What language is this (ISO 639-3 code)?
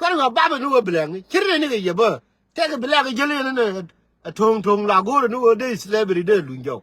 nus